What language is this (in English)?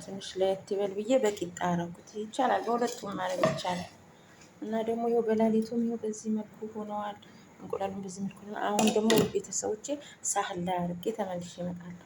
Amharic